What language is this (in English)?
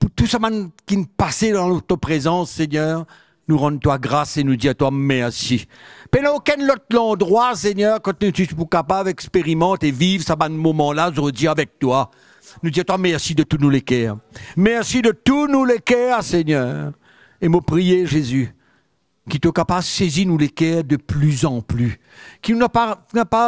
Morisyen